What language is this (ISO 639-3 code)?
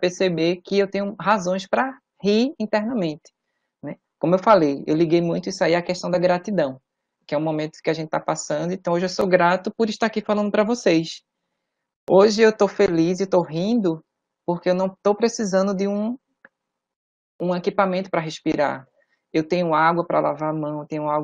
por